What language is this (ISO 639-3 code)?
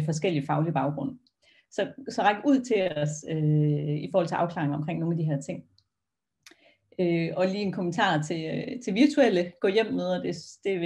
dan